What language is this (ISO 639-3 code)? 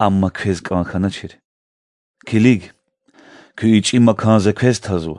lez